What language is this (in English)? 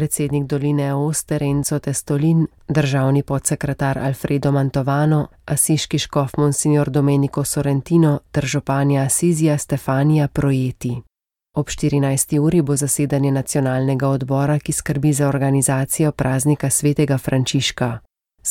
Slovenian